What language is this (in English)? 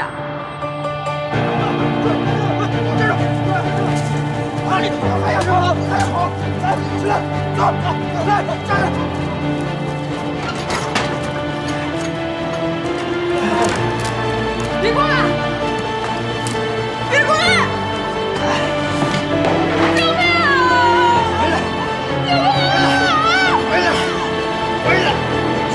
Chinese